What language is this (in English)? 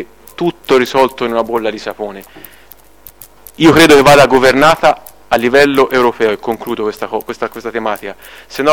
Italian